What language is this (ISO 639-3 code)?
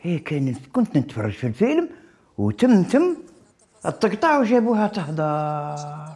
arq